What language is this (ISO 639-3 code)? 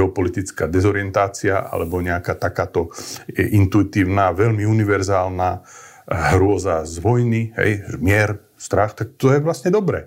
slk